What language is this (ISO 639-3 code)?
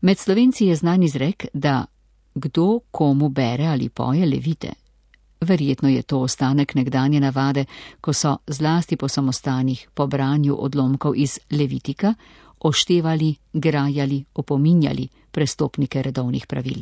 slv